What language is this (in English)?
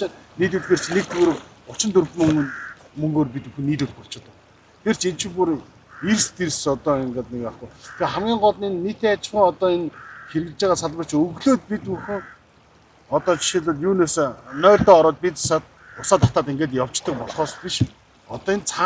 Mongolian